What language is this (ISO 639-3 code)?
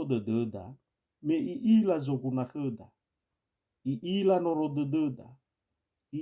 nia